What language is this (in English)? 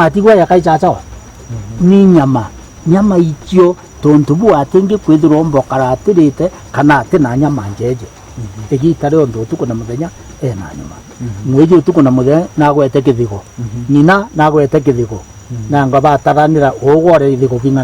Meru